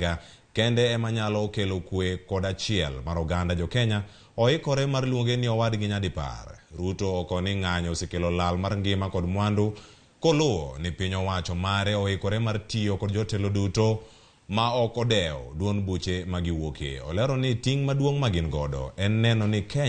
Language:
Luo (Kenya and Tanzania)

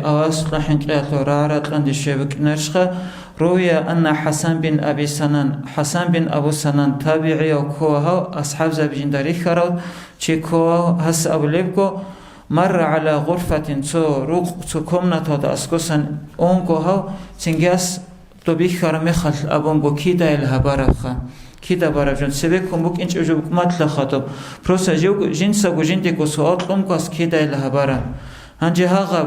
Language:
Avaric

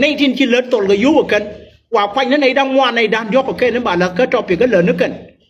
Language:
Nuer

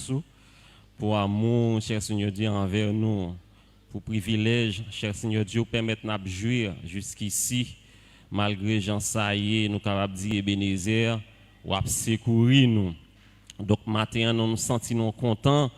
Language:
Haitian Creole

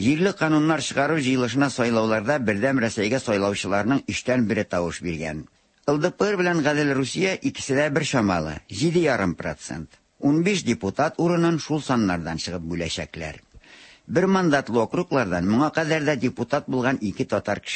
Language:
Tatar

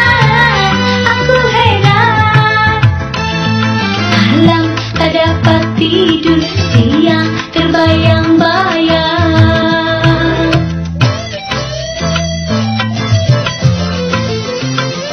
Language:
Malay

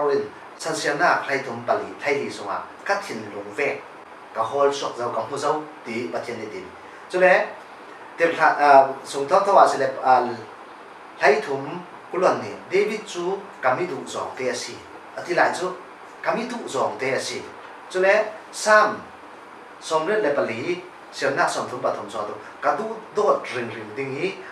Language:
Falam Chin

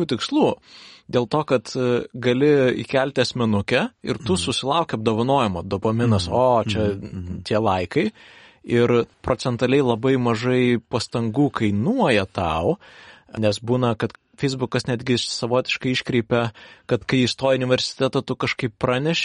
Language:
Lithuanian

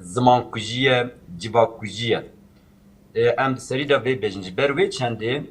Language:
Kurdish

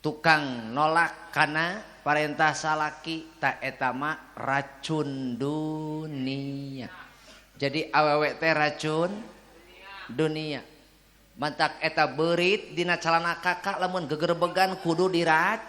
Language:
Sundanese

